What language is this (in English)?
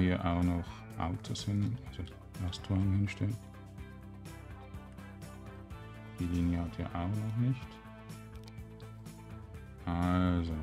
German